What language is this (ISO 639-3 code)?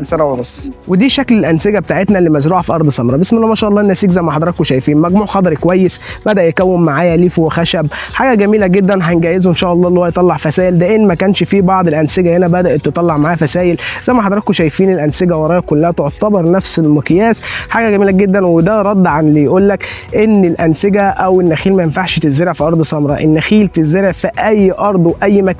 arz